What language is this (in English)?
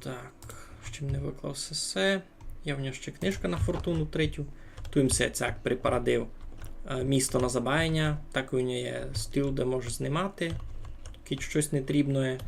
Rusyn